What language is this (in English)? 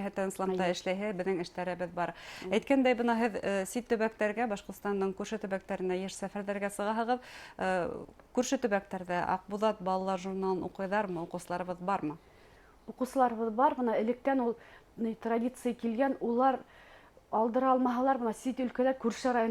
Bashkir